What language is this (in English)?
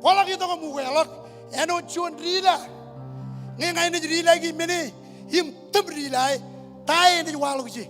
Marshallese